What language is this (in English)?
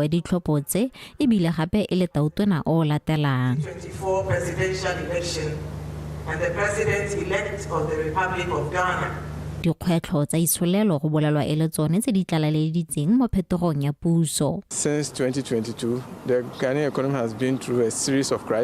Tswana